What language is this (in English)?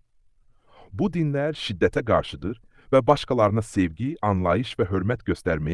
Azerbaijani